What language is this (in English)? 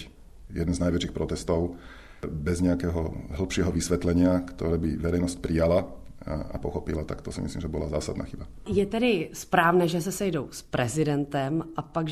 Slovak